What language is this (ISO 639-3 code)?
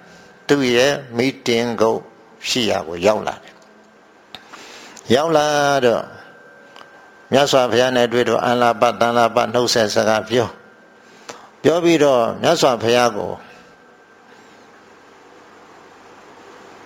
mya